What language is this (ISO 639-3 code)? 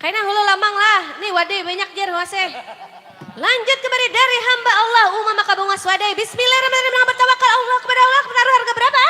bjn